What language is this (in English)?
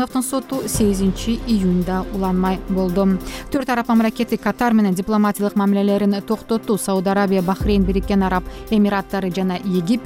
Kyrgyz